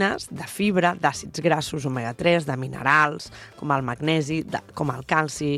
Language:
Catalan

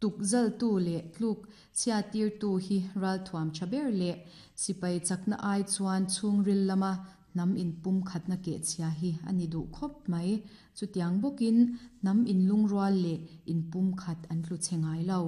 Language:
Mizo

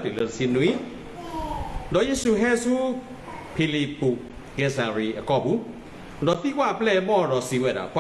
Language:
S'gaw Karen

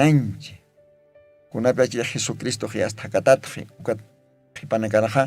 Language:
Aymara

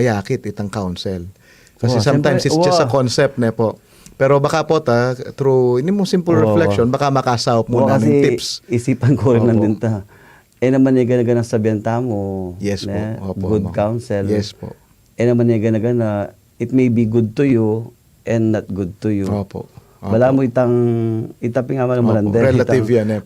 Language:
Pampanga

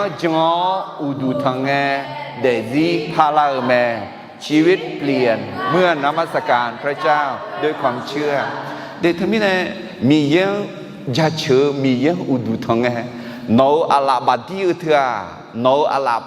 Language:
Akha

